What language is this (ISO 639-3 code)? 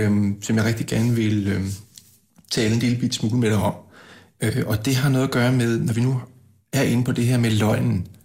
dan